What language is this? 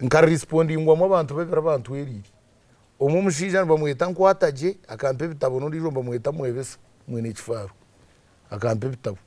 Nyankole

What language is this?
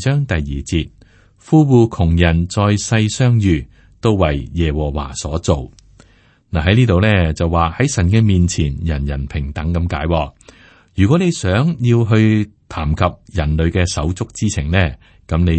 Cantonese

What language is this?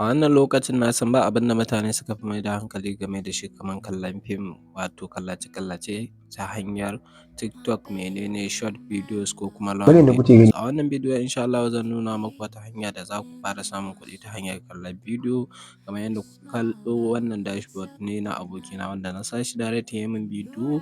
Hausa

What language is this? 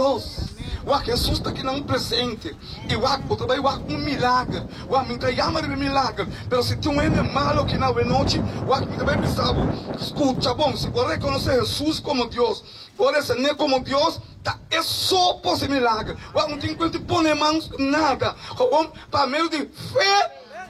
Papiamento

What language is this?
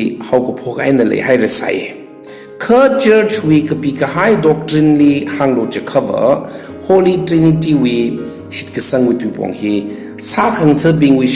Tangkhul Naga (India)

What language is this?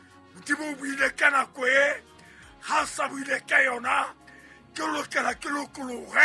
Southern Sotho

